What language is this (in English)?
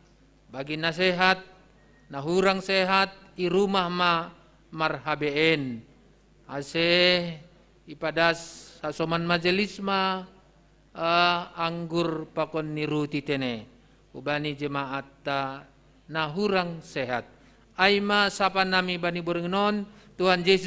Batak Simalungun